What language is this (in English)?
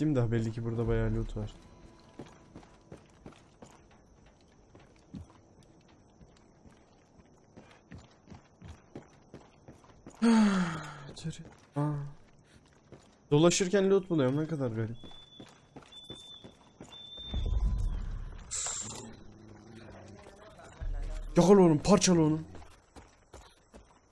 Turkish